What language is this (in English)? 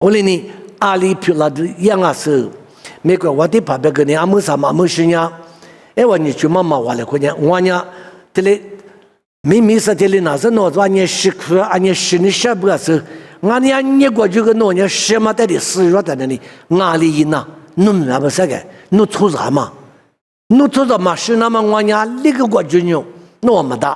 Lisu